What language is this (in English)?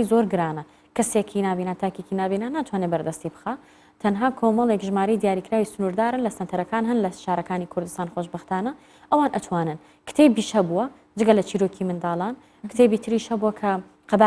Central Kurdish